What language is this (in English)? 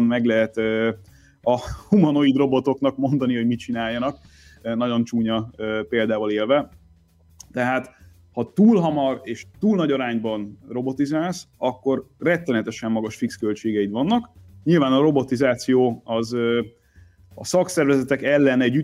Hungarian